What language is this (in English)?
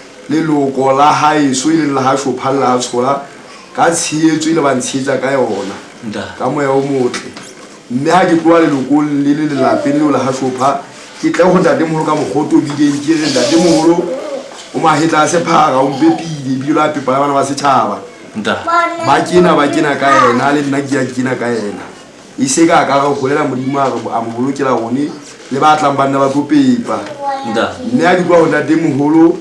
Southern Sotho